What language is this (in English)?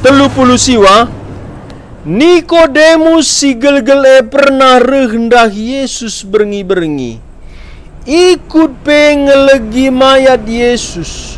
Batak Karo